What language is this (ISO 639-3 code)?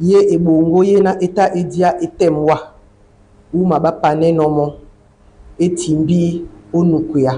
dua